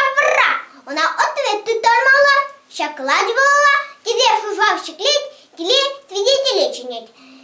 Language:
Chuvash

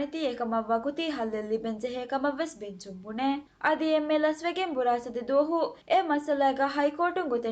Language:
Divehi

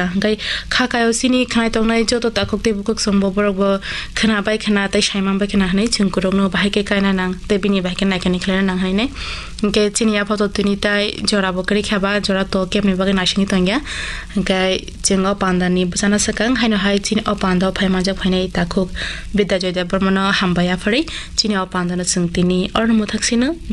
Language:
Kok Borok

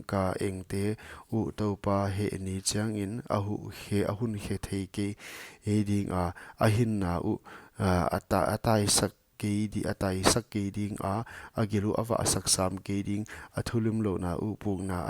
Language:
Paite Chin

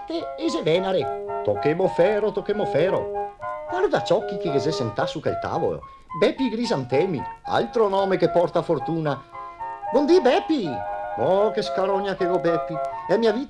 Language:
Venetian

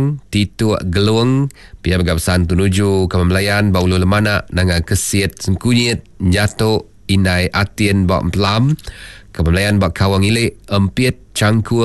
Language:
Iban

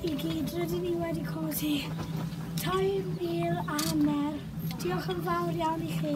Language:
Welsh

